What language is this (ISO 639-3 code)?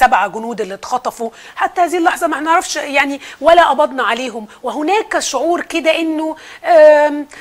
arz